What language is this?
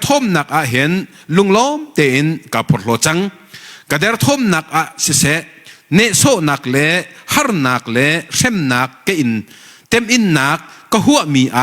Hakha Chin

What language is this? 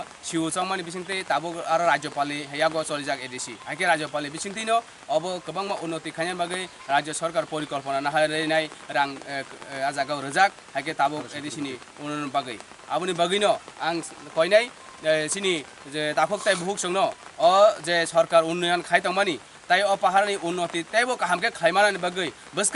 Kok Borok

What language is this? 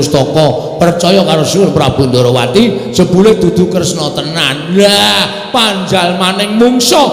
Javanese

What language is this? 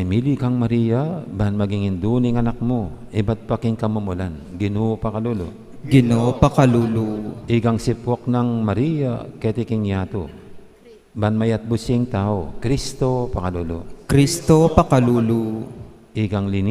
Pampanga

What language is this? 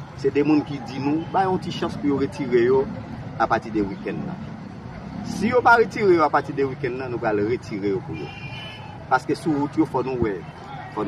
Haitian Creole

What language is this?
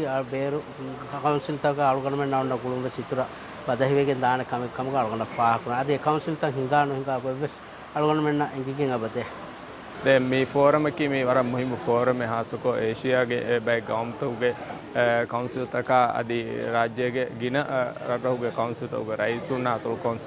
Divehi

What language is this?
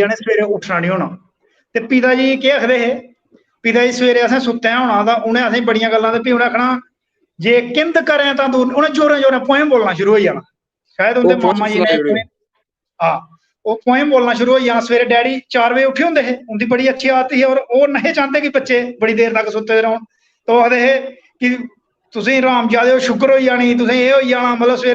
Dogri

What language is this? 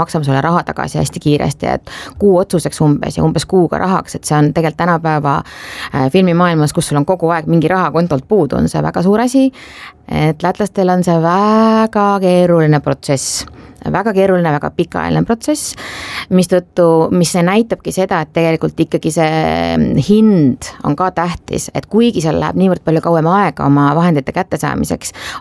Estonian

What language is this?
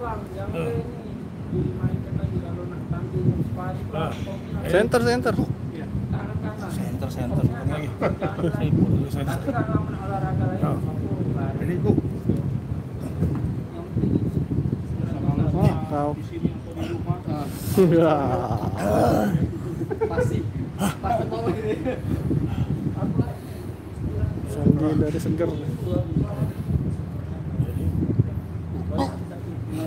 Indonesian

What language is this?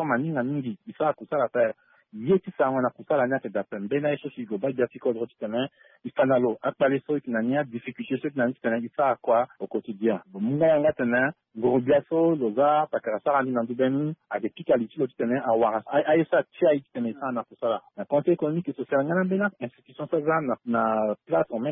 Sango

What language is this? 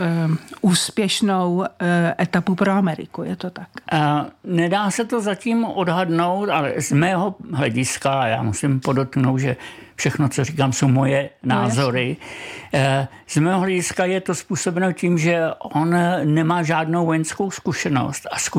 Czech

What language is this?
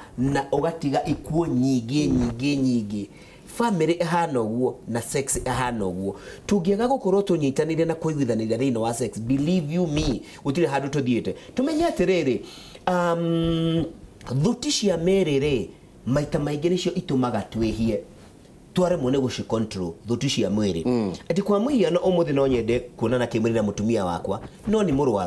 Kikuyu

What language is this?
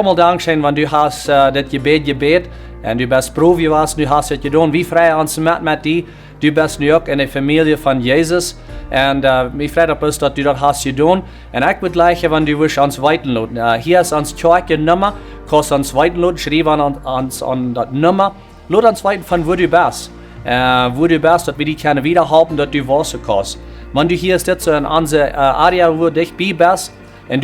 Plautdietsch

